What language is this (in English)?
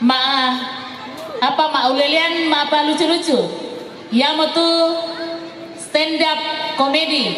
Toraja-Sa'dan